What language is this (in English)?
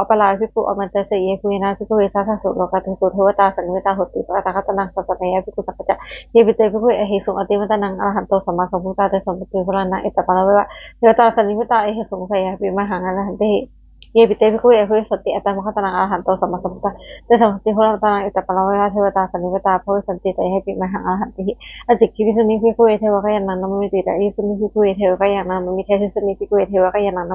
Pali